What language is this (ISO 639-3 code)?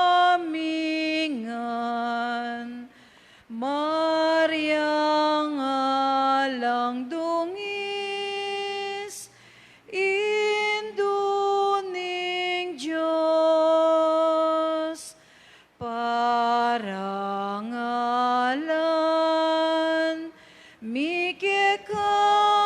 pam